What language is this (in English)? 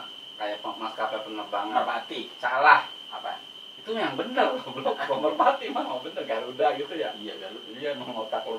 Betawi